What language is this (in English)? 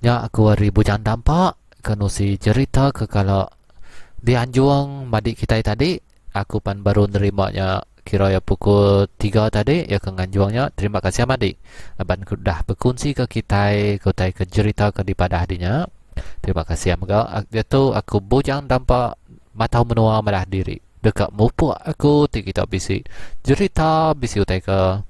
Iban